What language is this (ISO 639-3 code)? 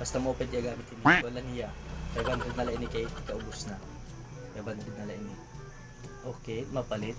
war